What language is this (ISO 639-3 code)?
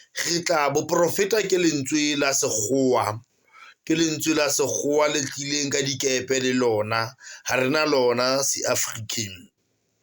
sot